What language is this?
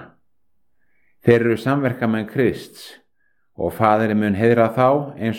Icelandic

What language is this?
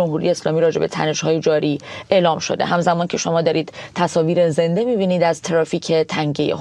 Persian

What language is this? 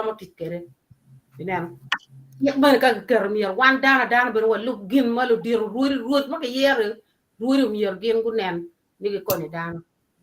Acoli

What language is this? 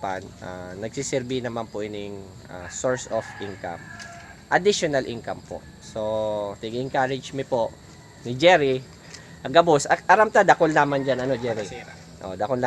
Bikol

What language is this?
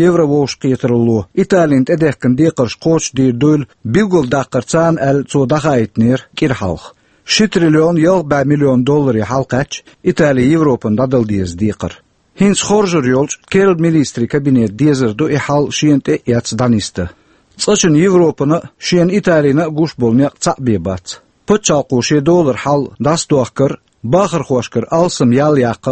Chechen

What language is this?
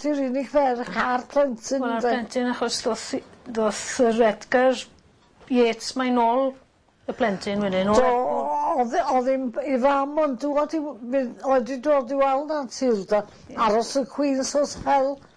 Welsh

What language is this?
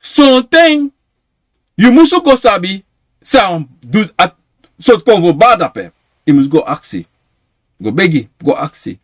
Sranan Tongo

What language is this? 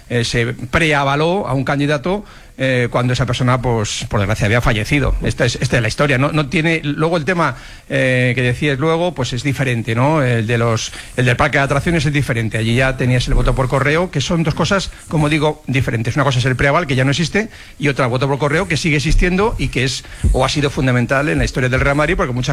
Spanish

